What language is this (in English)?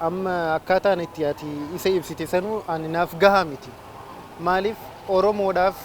Oromo